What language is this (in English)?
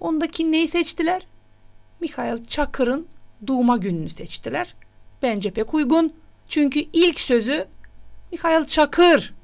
Gagauz